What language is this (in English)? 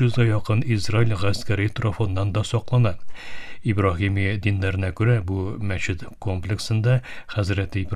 Tatar